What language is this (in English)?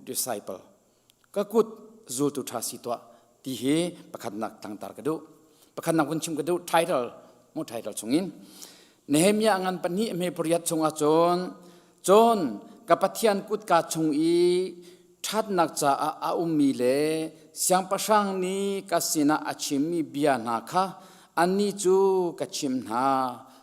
Hakha Chin